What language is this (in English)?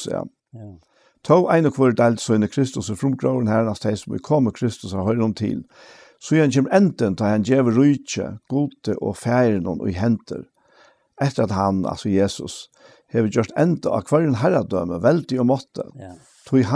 Faroese